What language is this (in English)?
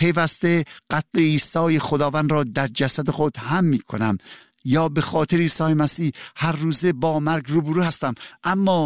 Persian